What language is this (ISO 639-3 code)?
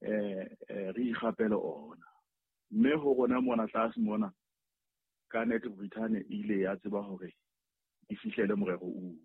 sot